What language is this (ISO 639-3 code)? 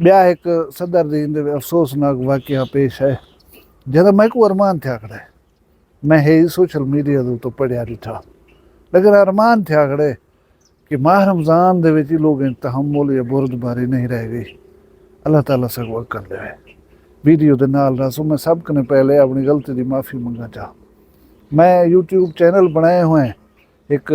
skr